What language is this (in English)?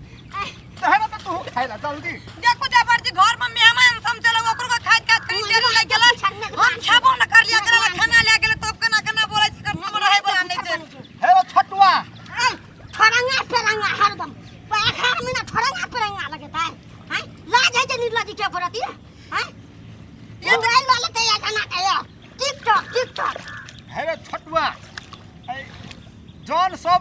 Maithili